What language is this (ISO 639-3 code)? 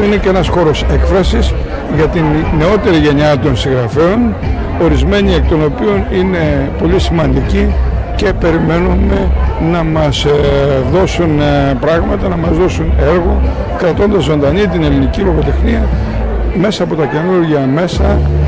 ell